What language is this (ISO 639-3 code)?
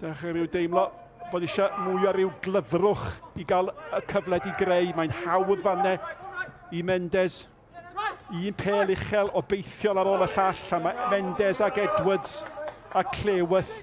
cym